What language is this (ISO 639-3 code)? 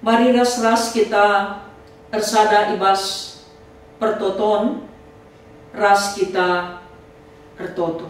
btx